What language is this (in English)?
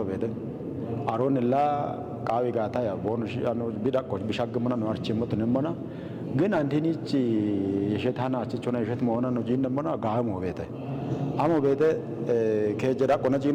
Kafa